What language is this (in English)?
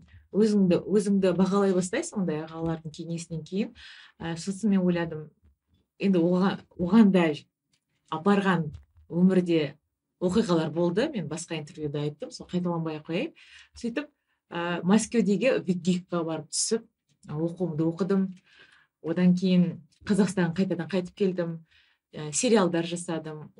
Kazakh